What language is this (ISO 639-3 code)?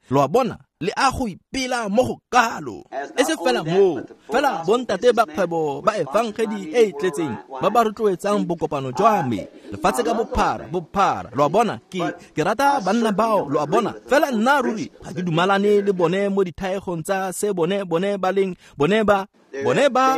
tsn